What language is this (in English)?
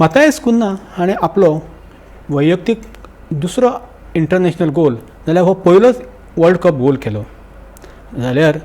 Konkani